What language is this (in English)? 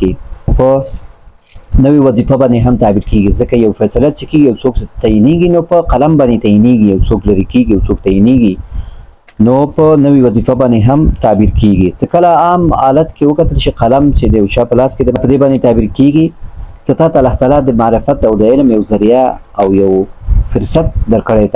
Pashto